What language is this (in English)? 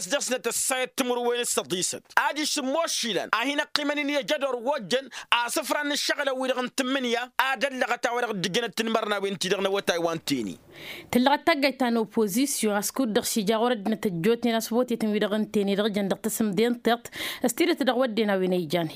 Tamasheq